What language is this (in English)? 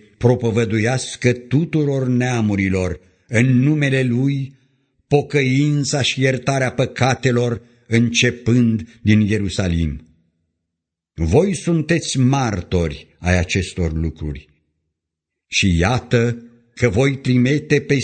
Romanian